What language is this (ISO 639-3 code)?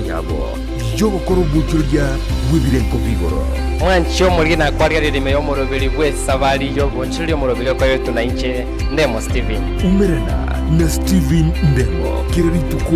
guz